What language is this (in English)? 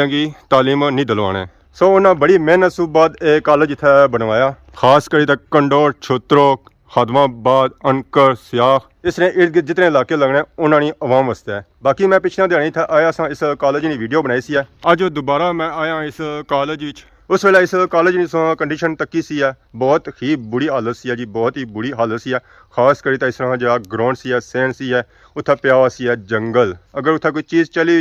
Pahari-Potwari